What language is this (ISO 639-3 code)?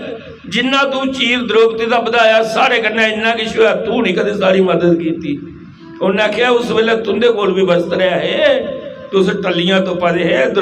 doi